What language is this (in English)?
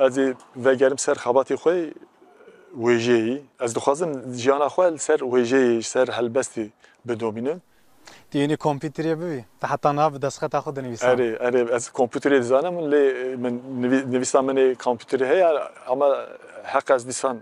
Kurdish